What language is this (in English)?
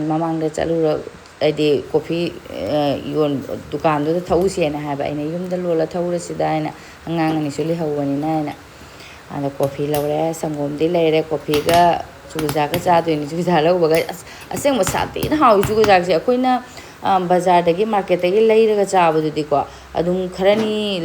Manipuri